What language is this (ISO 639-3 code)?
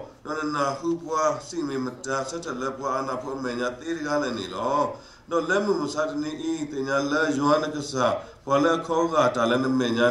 ksw